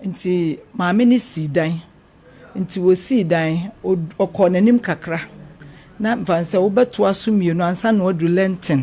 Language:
Akan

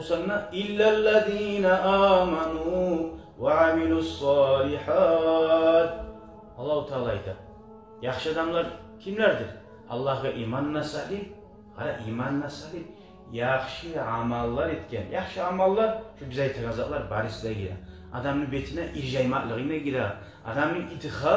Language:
Kumyk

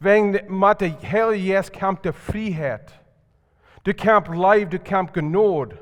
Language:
Plautdietsch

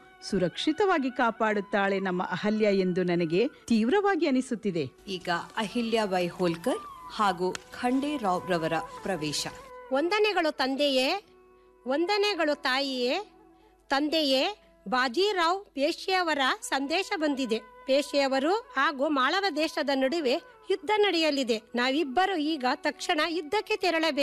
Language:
Kannada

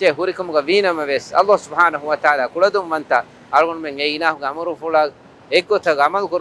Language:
Divehi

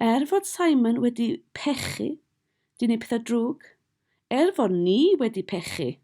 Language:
Welsh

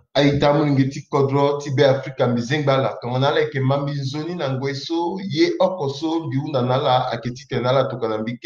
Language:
Sango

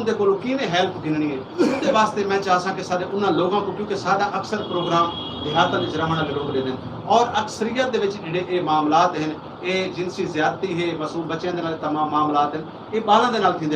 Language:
Saraiki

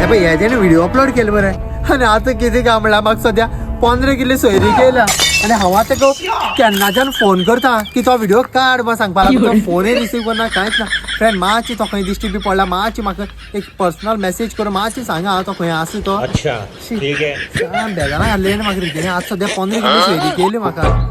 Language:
Konkani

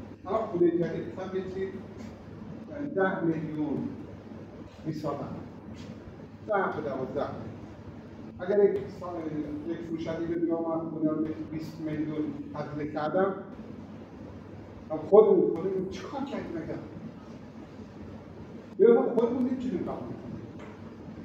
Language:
Persian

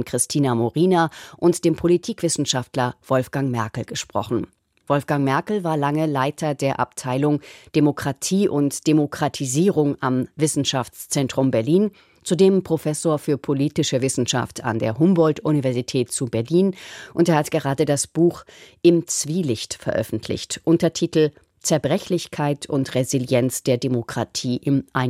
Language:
German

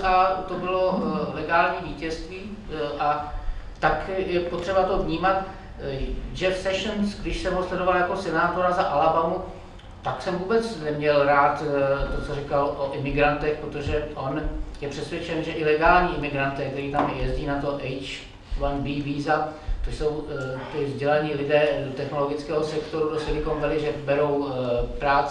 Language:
Czech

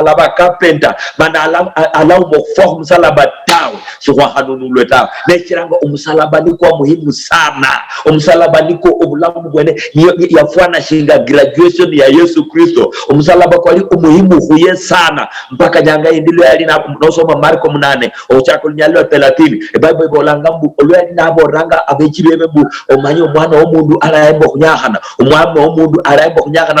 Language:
Luyia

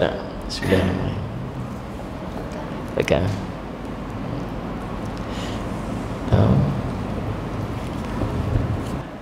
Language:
Malay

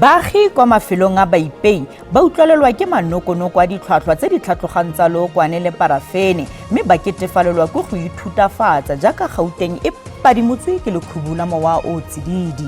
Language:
Tswana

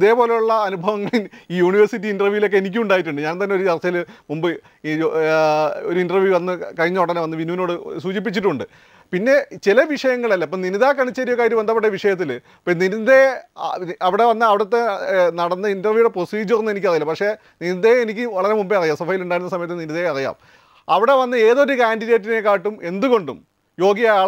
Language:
Malayalam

